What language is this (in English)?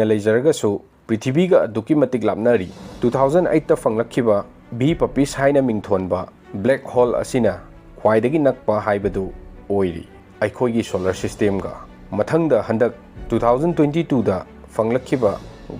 Manipuri